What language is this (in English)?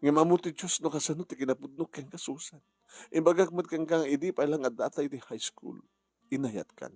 Iloko